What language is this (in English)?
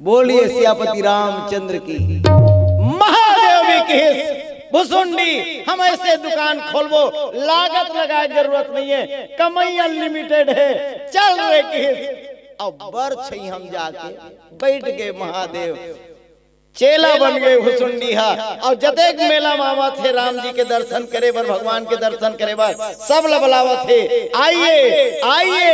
Chhattisgarhi